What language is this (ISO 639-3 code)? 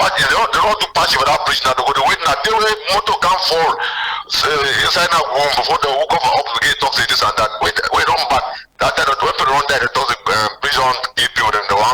wes